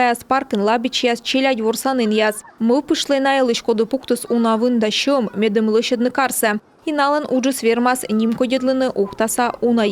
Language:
Komi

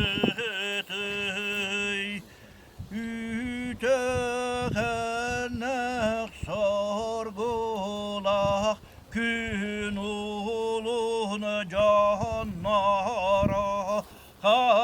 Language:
Yakut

